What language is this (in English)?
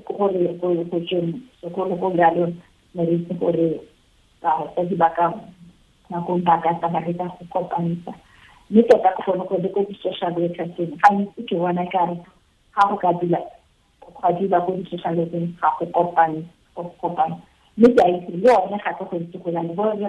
Tswana